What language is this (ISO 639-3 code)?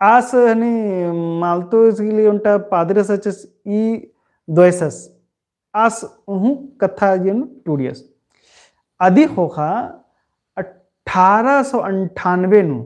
kru